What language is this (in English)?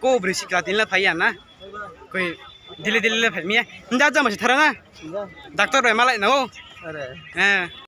Riang (India)